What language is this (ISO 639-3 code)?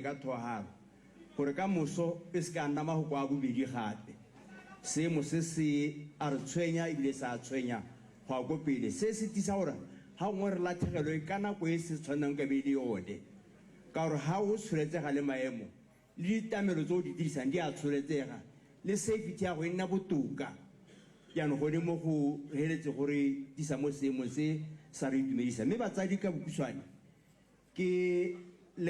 tsn